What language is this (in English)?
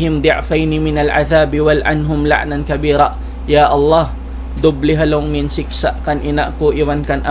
Tausug